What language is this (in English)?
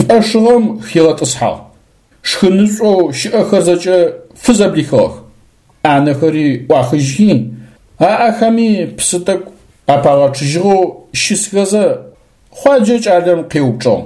Adyghe